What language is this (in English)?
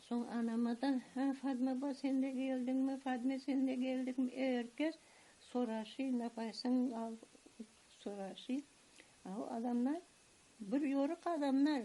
Crimean Tatar